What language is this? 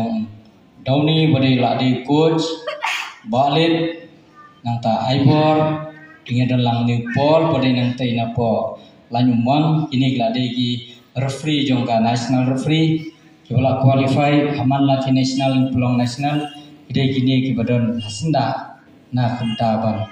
Khasi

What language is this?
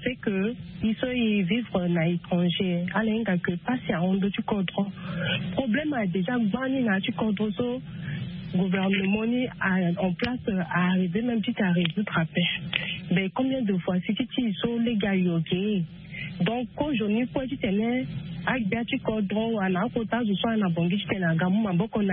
Sango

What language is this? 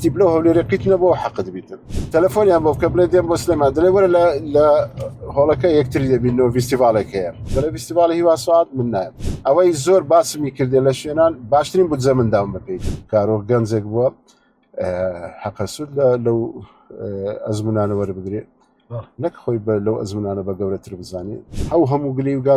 Central Kurdish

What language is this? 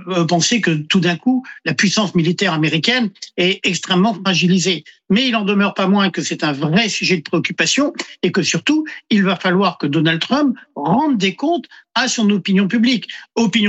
French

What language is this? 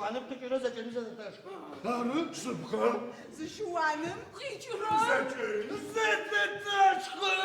Adyghe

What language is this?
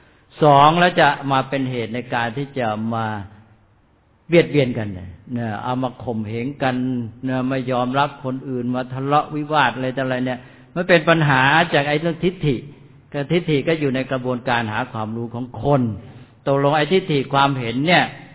Thai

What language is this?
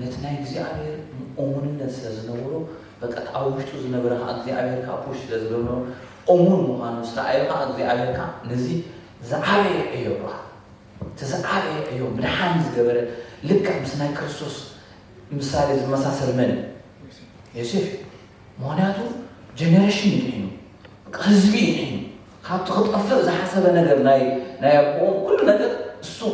Tigrinya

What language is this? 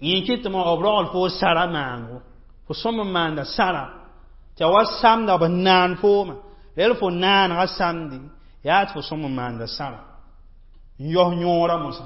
Mossi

